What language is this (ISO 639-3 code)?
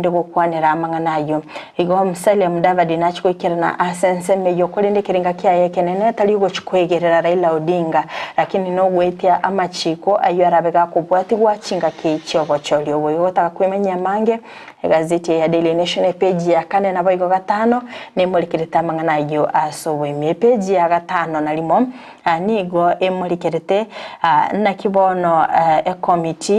guz